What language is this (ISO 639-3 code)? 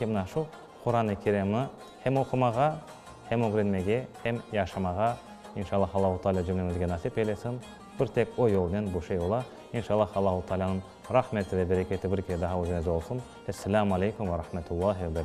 crh